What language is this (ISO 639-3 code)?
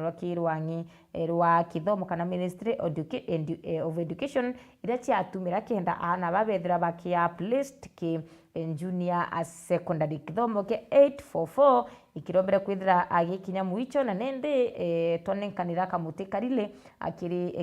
mer